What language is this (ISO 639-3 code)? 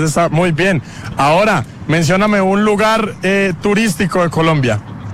spa